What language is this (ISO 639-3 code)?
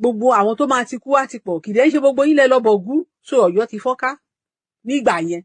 yor